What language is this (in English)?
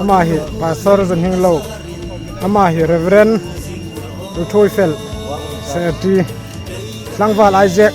Hmar